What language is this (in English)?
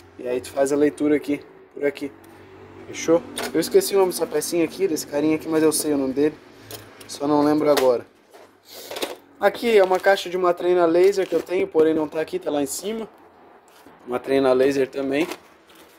Portuguese